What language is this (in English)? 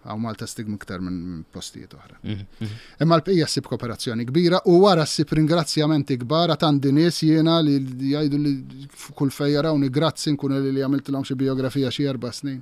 Maltese